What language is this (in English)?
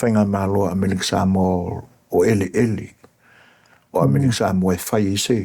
Samoan